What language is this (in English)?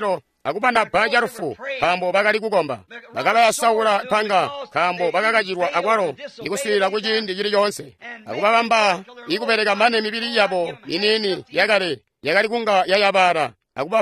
Tonga (Zambia)